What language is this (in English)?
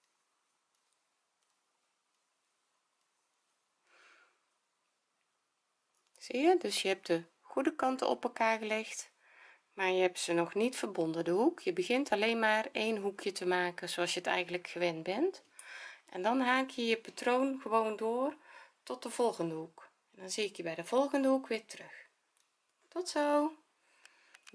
Dutch